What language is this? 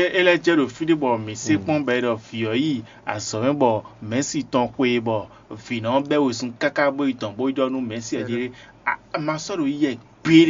Fon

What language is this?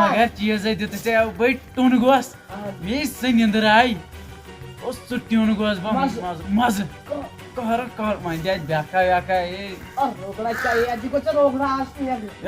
Kashmiri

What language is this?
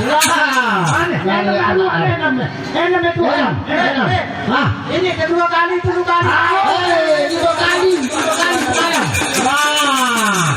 Sasak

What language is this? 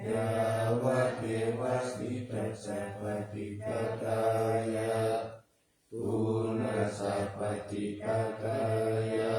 Pali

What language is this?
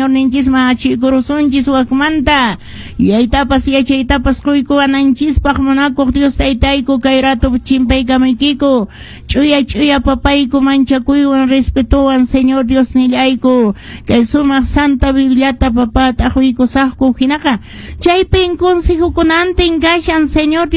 Quechua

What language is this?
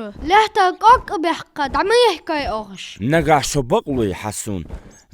Ingush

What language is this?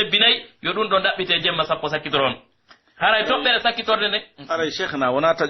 Pular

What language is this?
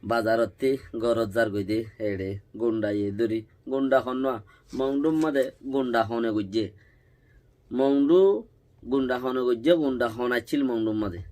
Rohingya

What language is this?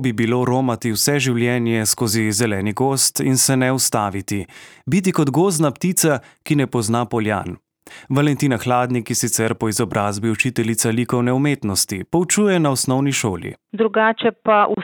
Slovenian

